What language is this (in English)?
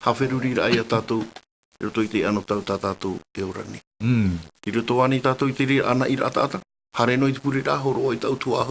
Tahitian